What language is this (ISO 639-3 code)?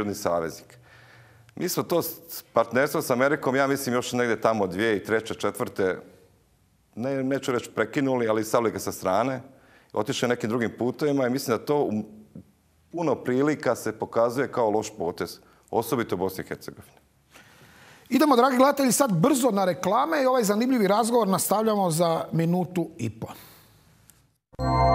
hrv